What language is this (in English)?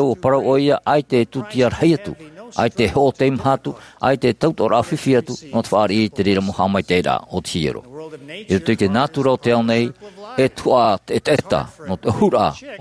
Tahitian